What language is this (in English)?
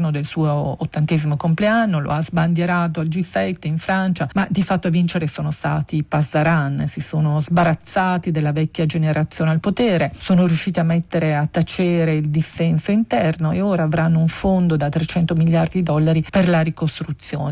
Italian